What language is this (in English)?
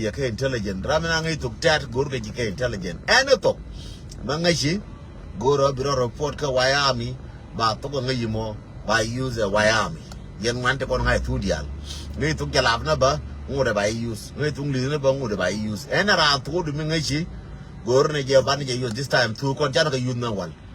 Nuer